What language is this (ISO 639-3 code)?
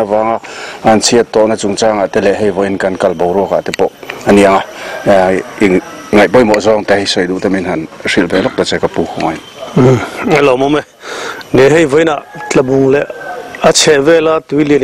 lus